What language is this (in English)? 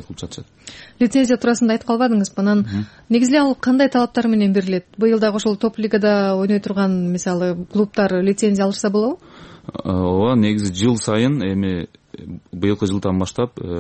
Kyrgyz